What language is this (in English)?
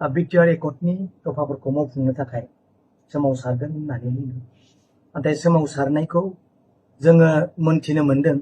Bodo